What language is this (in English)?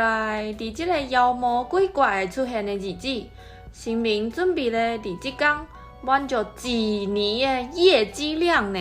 Min Nan Chinese